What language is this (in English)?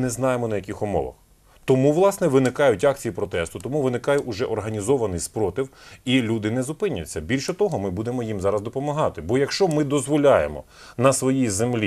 Ukrainian